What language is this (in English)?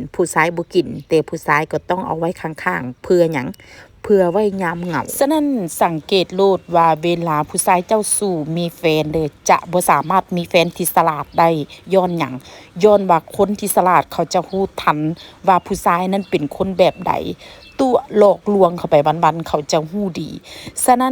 Northeastern Thai